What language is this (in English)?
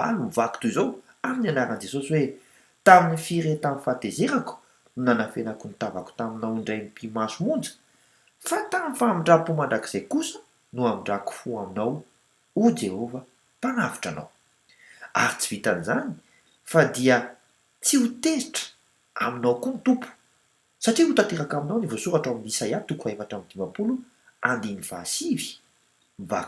Malagasy